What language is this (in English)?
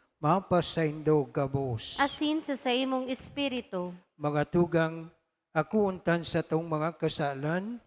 Bikol